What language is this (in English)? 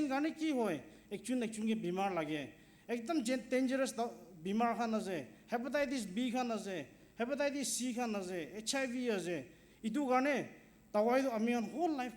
Naga Pidgin